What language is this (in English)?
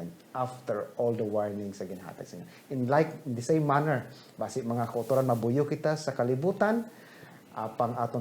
Hiligaynon